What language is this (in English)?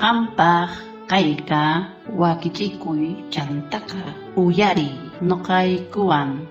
South Bolivian Quechua